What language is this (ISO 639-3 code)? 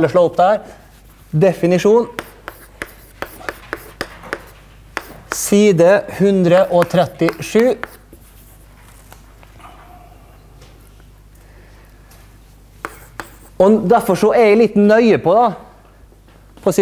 nor